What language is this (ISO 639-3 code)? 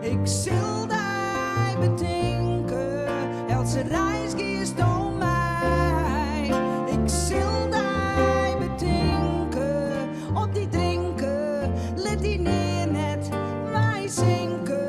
fry